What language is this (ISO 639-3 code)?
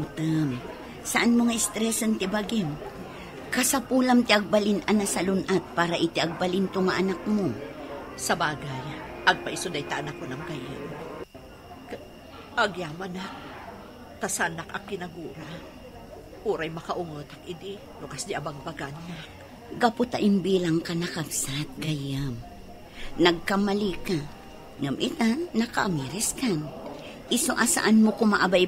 ilo